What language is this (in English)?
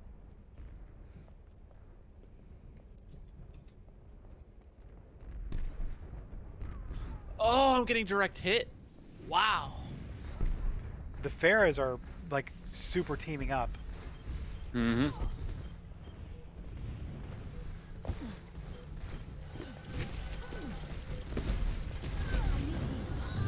English